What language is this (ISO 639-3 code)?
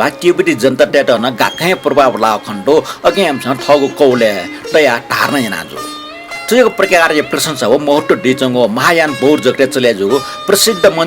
new